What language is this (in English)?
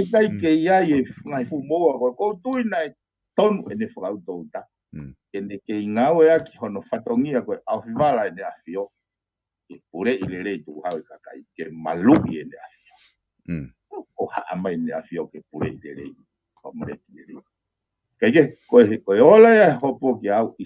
Tongan